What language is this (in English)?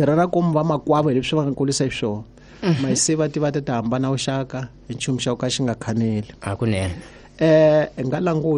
Tsonga